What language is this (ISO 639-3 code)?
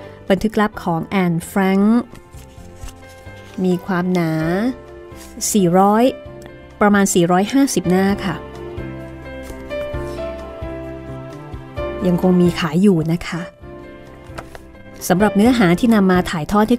tha